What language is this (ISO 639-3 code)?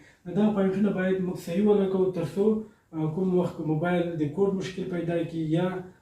pus